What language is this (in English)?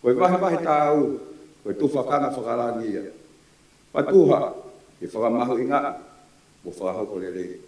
Tongan